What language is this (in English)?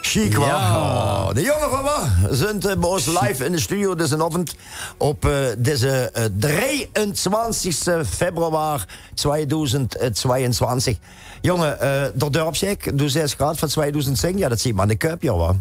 Limburgish